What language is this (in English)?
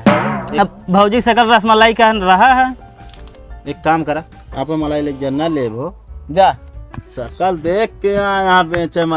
Awadhi